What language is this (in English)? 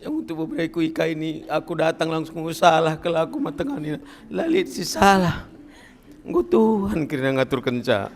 Batak Karo